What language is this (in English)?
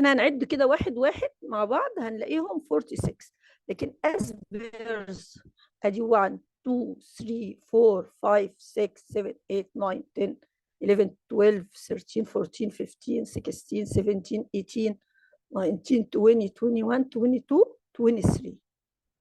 Egyptian Arabic